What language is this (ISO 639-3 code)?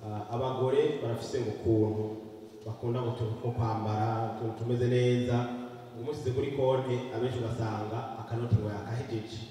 run